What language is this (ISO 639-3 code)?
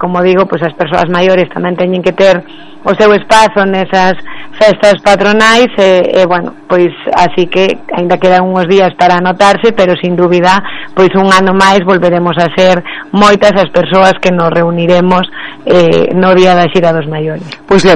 glg